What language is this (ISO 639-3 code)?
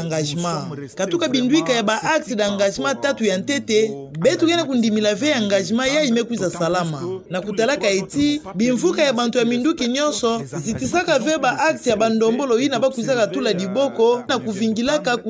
ktu